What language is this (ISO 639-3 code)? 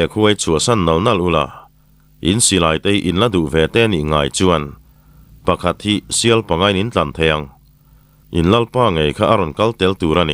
lus